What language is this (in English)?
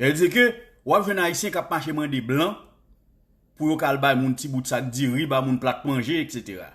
Haitian Creole